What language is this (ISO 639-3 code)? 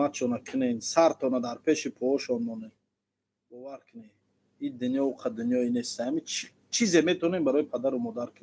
tgk